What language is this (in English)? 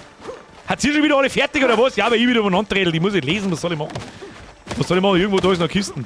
Bavarian